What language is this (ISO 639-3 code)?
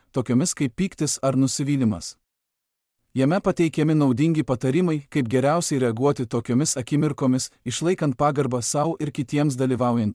lit